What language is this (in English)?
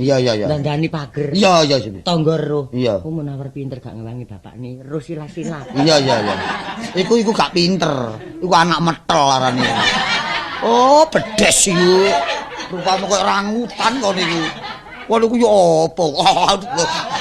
Javanese